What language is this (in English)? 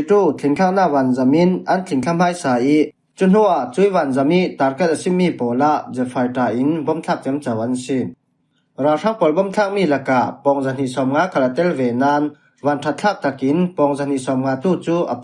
Falam Chin